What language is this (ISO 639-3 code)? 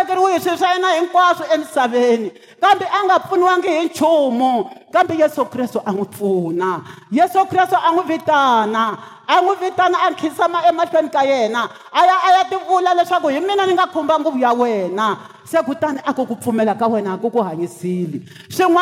tso